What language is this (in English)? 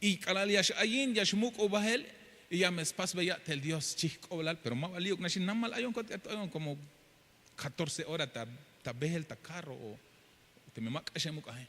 Tzeltal